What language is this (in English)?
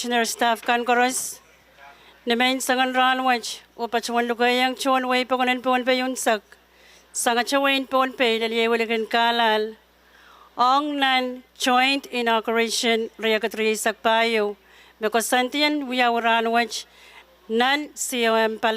Pohnpeian